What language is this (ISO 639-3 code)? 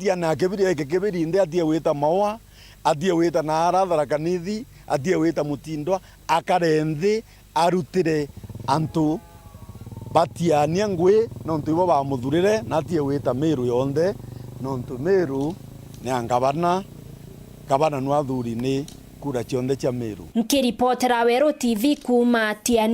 mer